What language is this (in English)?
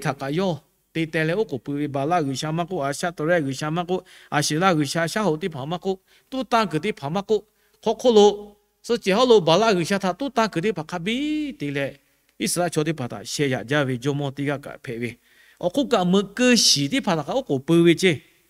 Lahu